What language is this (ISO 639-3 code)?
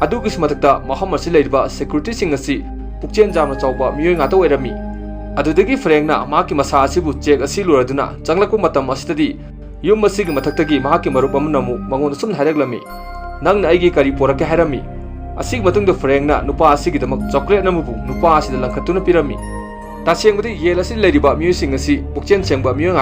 mni